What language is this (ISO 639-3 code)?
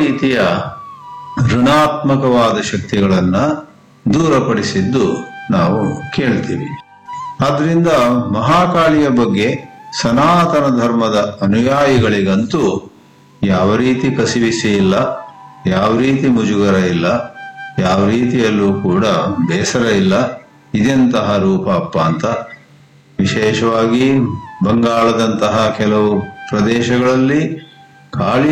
kan